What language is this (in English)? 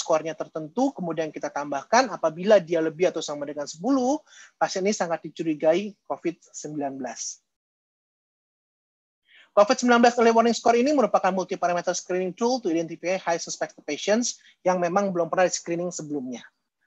Indonesian